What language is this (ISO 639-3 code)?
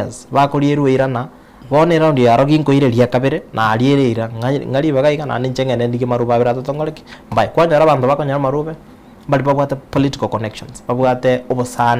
guz